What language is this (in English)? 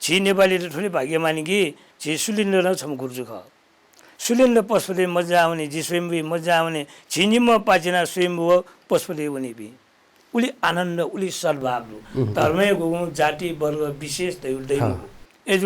Newari